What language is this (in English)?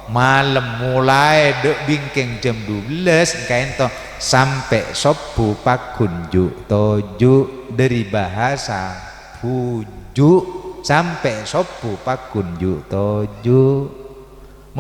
Madurese